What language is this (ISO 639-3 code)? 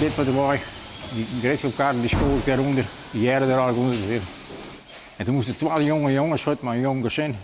fry